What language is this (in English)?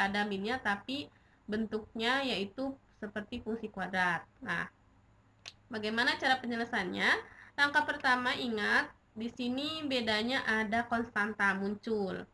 Indonesian